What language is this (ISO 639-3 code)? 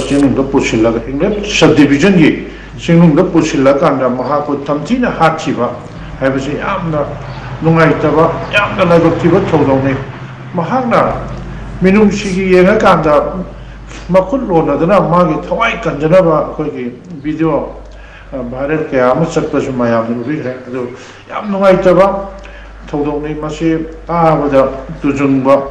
mni